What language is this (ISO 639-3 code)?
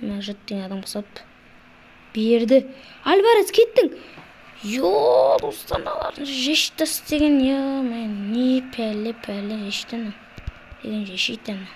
kaz